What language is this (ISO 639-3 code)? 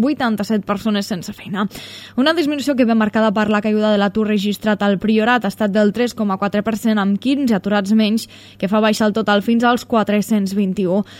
cat